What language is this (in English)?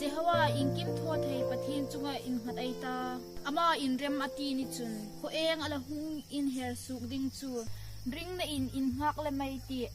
Hmar